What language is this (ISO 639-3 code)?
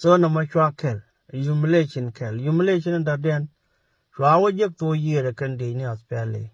nus